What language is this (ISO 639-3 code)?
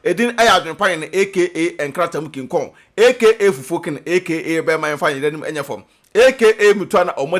aka